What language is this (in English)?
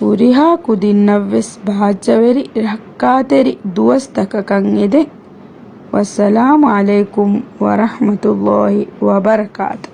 Divehi